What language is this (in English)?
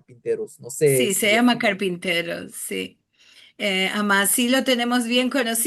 Ladino